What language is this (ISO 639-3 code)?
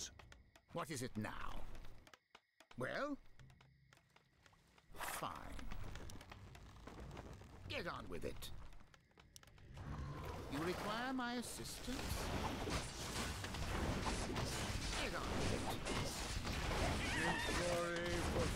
eng